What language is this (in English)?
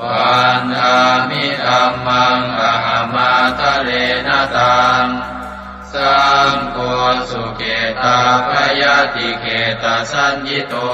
Pali